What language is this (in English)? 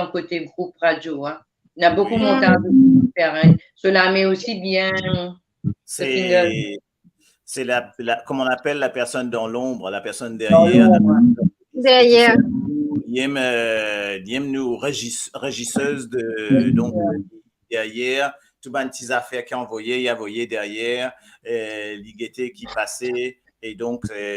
Morisyen